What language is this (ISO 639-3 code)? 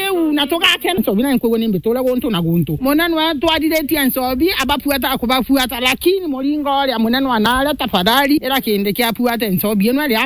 mer